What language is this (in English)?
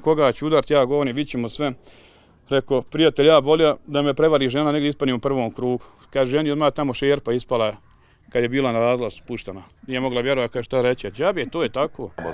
Bosnian